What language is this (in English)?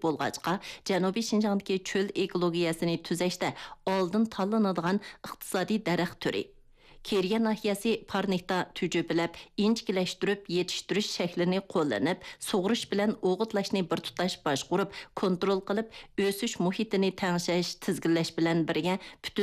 Uyghur